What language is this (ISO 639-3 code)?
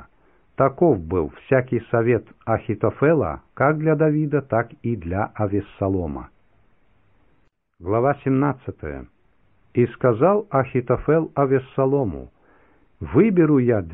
rus